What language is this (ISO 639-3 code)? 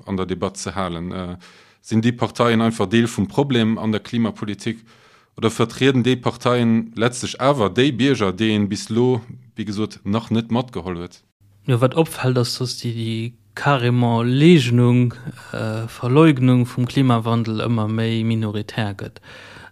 ltz